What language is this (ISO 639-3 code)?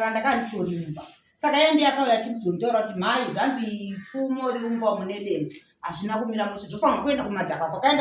sna